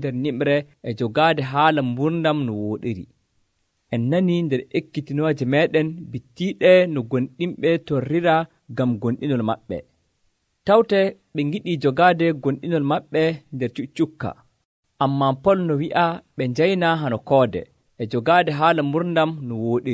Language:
Nigerian Fulfulde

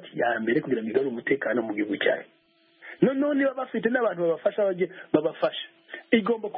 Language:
Kinyarwanda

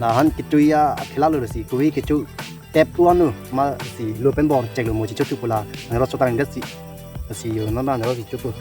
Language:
Karbi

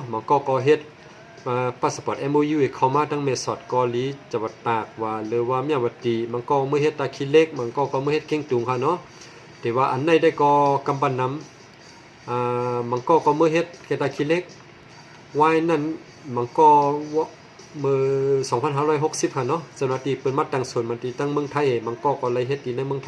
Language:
Shan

